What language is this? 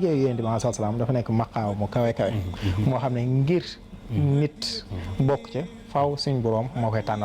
Wolof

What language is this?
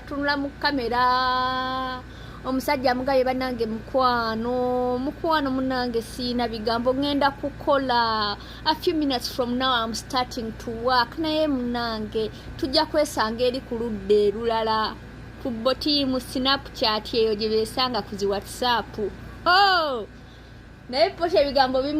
Ganda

